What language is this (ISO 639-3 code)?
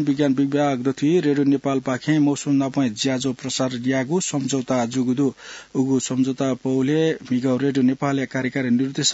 new